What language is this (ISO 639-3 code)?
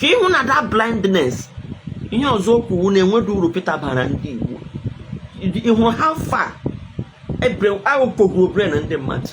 ibo